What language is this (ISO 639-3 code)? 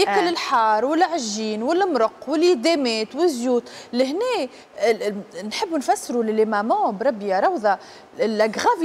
aeb